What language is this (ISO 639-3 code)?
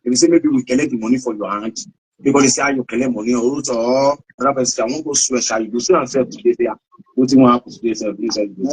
pcm